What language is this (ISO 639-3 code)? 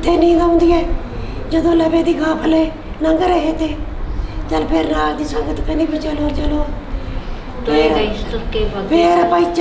pan